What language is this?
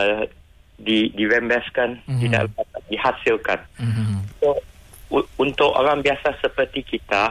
Malay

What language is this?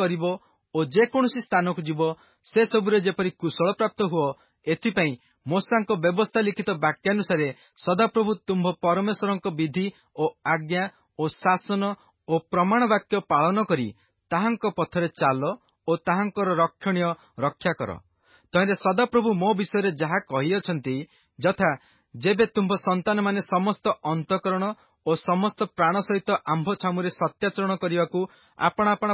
Odia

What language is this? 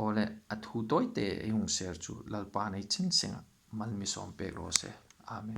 Hmar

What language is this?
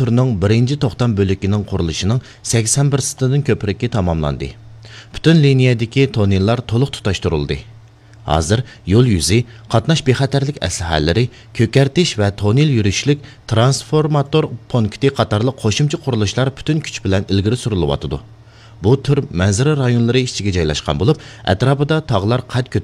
Uyghur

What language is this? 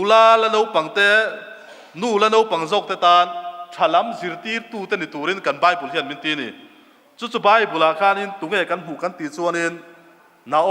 Mizo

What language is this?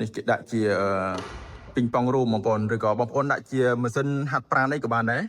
Khmer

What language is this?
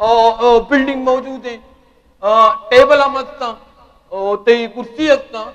Eastern Balochi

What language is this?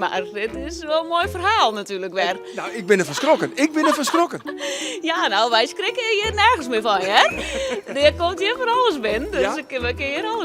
Western Frisian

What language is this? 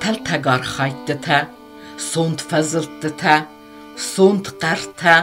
Ossetic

